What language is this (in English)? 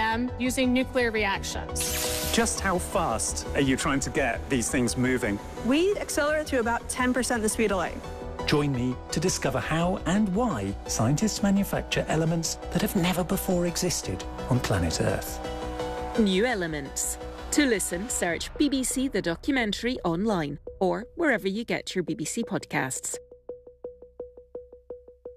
English